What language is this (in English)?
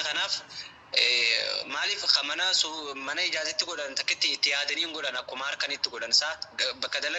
Oromo